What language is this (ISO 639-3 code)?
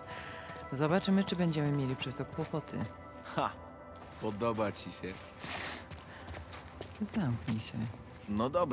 pol